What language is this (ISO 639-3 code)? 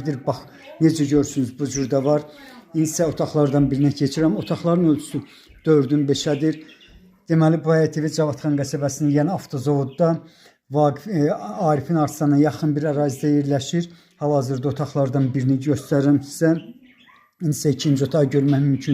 aze